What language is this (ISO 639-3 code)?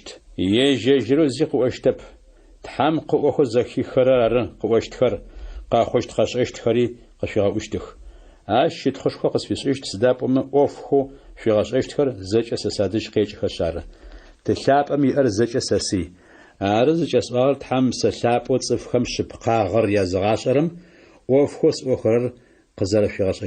ady